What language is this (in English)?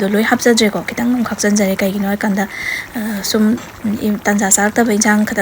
Manipuri